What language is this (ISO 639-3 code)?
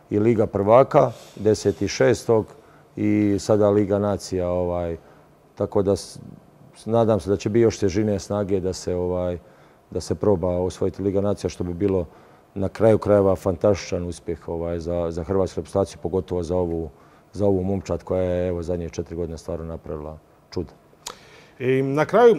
hrv